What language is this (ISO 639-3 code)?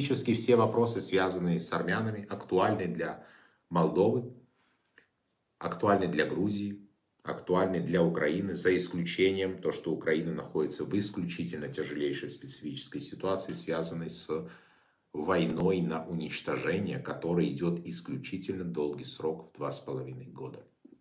rus